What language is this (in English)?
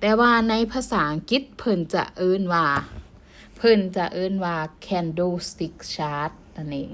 Lao